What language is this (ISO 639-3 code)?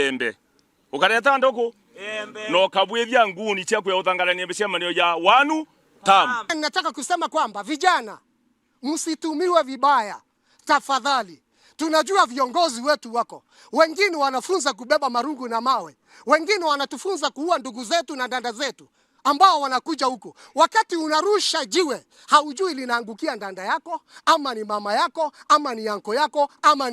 mer